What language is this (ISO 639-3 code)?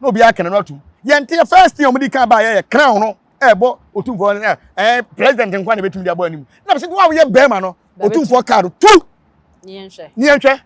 aka